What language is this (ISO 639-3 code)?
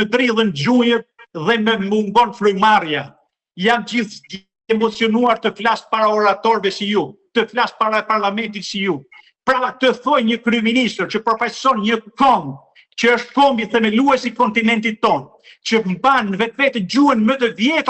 sqi